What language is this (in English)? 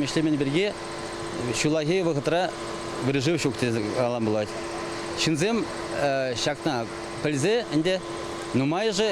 Chuvash